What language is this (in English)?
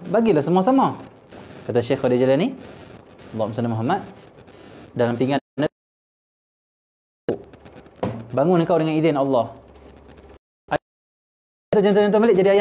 Malay